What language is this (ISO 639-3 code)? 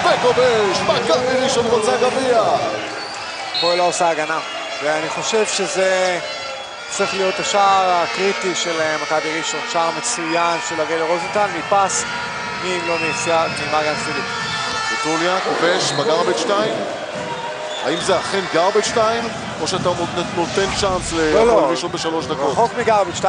heb